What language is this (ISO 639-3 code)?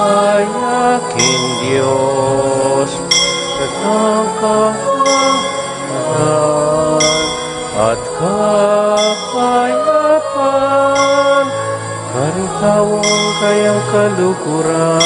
pam